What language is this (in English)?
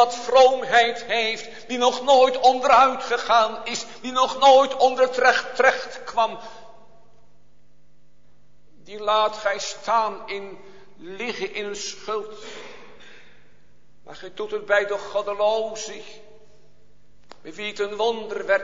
Dutch